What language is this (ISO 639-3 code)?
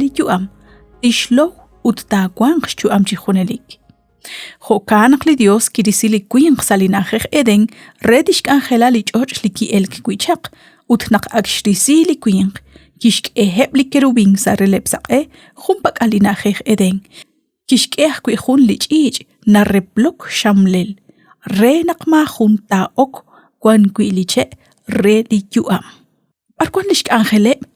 kek